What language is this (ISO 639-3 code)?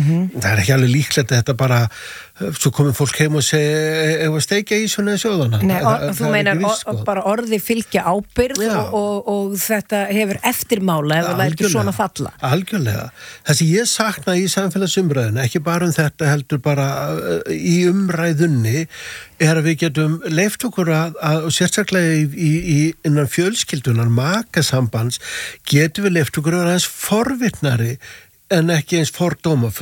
isl